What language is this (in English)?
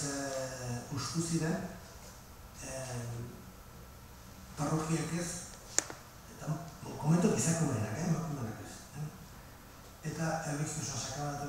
Basque